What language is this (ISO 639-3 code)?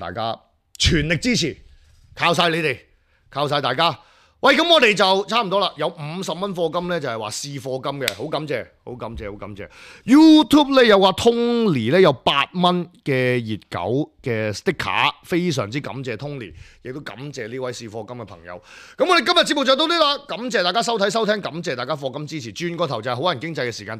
yue